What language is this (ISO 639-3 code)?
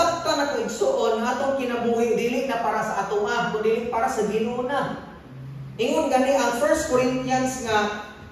ceb